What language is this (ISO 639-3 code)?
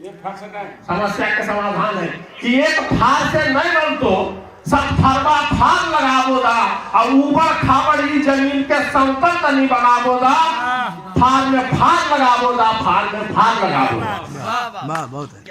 mag